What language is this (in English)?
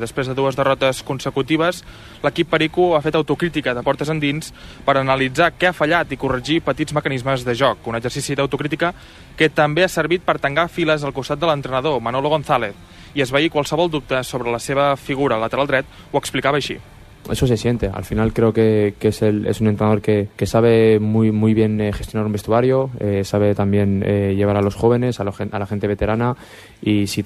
Catalan